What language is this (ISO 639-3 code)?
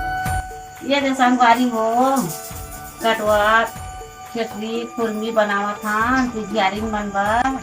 hne